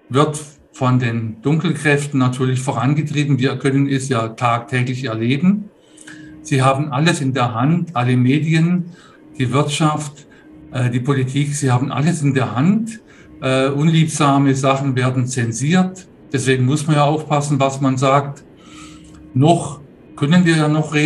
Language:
German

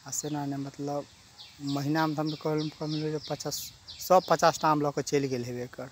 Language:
Maithili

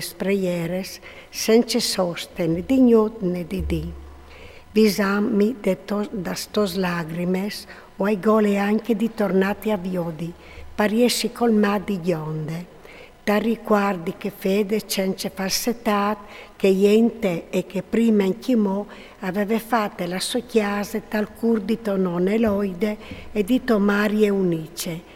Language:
Friulian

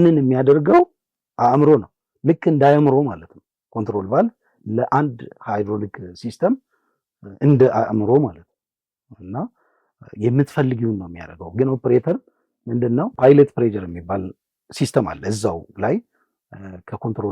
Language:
Amharic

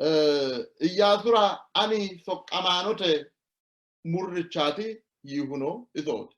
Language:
Sidamo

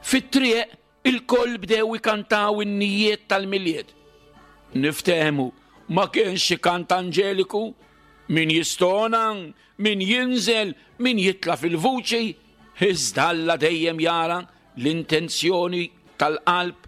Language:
Maltese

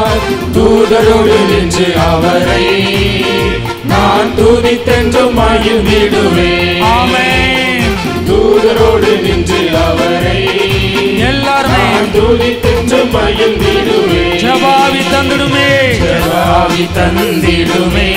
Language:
Tamil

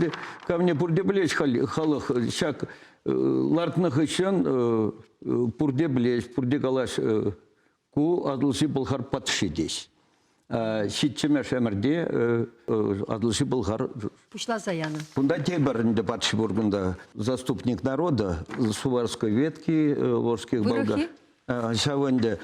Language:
Chuvash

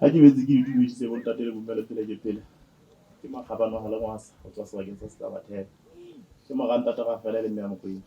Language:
Southern Sotho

